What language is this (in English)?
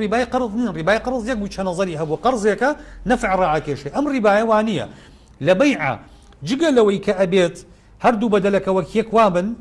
Central Kurdish